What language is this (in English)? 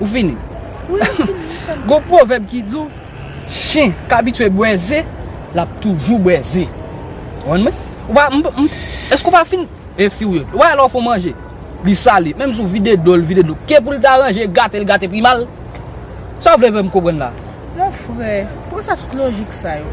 Haitian Creole